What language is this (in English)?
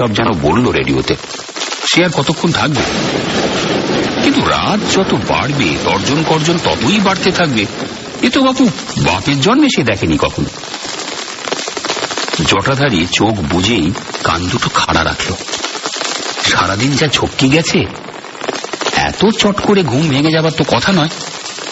Bangla